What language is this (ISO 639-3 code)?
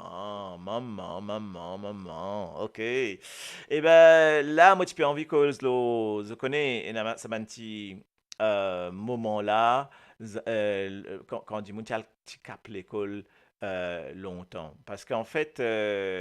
mfe